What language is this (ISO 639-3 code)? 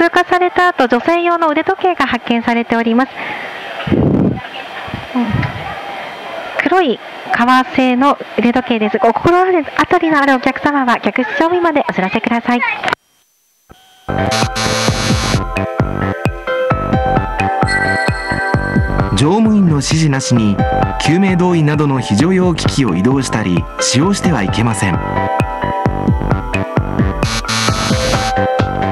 jpn